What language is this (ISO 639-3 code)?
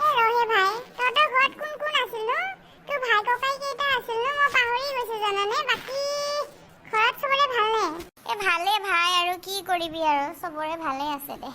asm